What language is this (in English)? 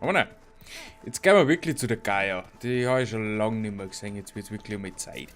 Bavarian